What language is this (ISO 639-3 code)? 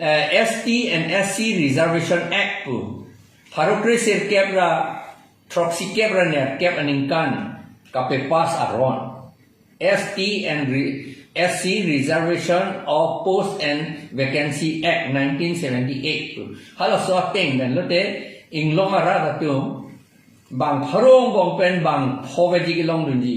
mjw